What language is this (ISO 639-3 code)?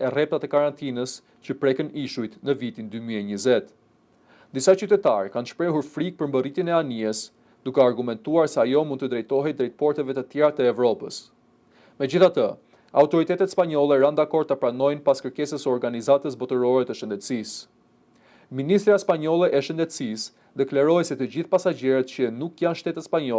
sqi